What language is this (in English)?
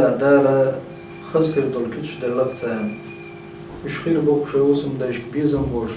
Chechen